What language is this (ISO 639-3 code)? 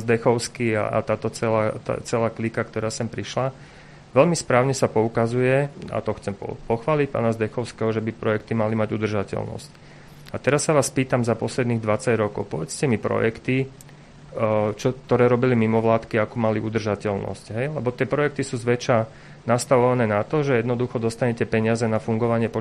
slk